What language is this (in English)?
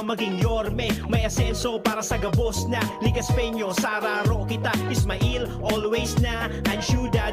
Bikol